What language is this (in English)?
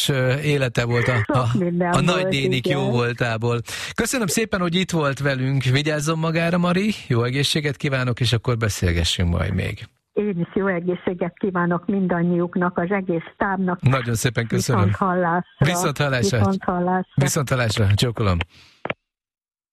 Hungarian